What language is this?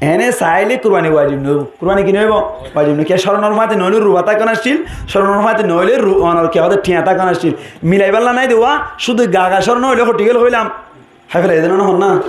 Rohingya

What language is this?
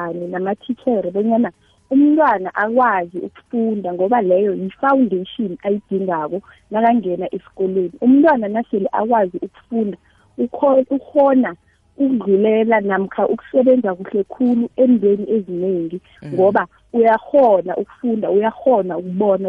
South Ndebele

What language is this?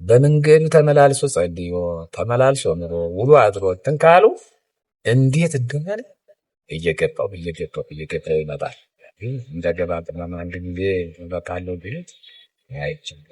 Amharic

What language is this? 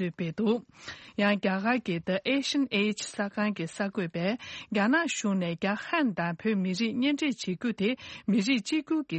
Tibetan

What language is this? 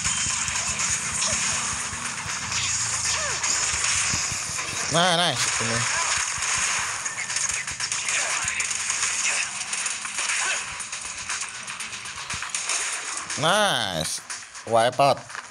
Indonesian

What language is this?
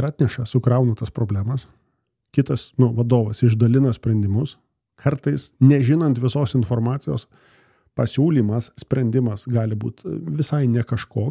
Lithuanian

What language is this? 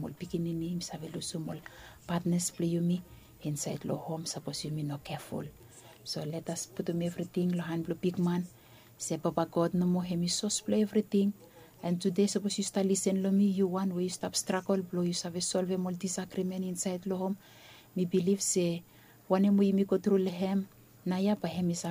Bislama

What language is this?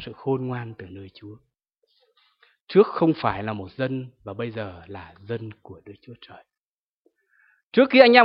Vietnamese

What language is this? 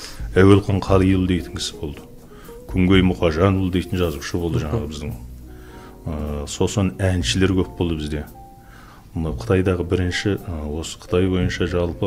Kazakh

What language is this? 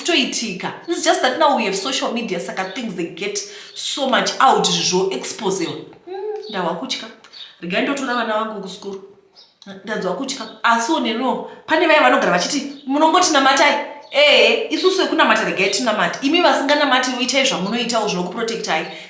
Shona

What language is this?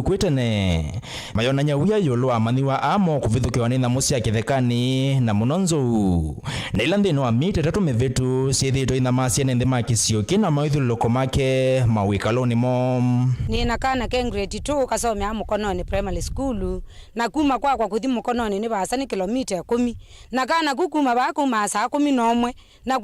Kamba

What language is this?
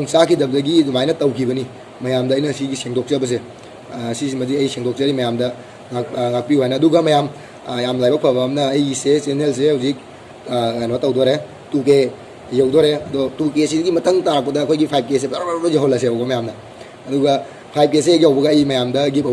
Manipuri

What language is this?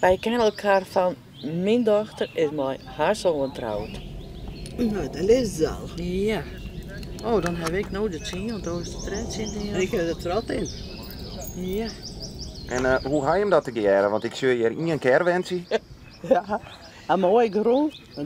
Western Frisian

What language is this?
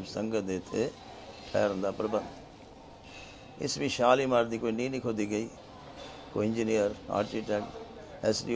Punjabi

